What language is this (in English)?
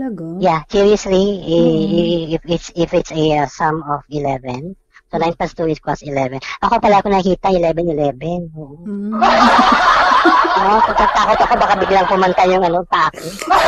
Filipino